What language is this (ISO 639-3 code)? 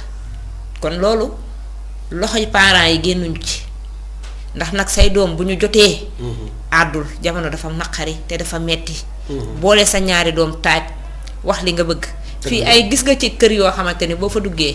wol